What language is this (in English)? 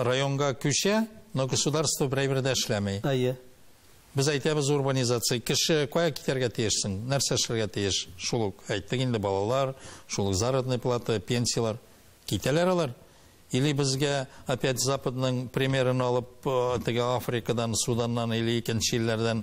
Tatar